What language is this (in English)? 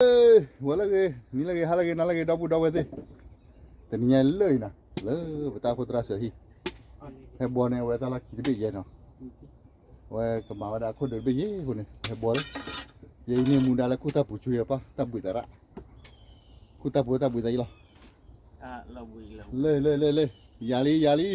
S'gaw Karen